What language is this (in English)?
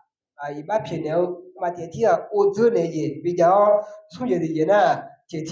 Akha